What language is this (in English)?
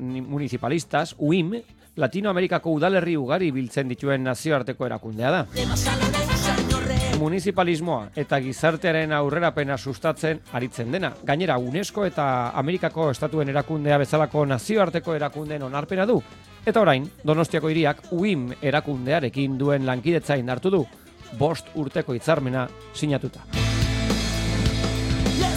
Basque